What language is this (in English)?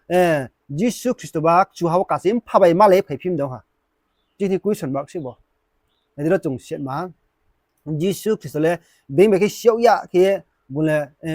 Riang (India)